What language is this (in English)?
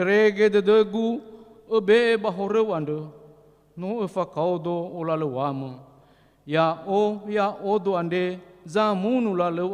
Nias